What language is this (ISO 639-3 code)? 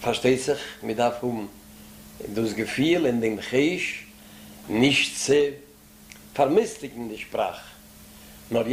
yid